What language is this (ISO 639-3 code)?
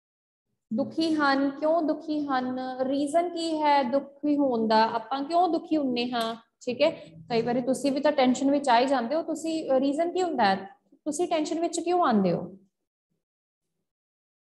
pan